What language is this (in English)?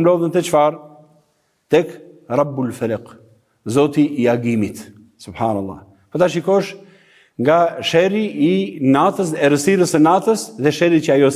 Albanian